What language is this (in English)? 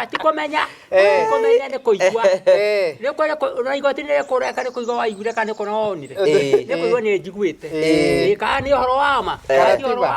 Kikuyu